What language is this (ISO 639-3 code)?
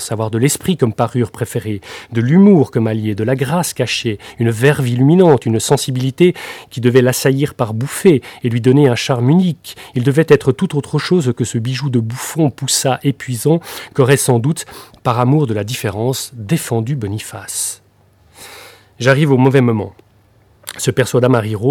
fra